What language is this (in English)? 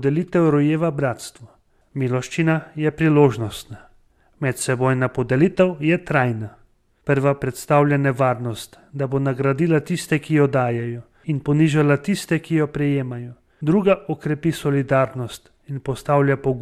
Slovenian